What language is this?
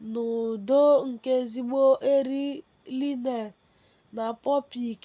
Igbo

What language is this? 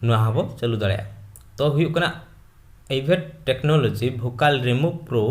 Santali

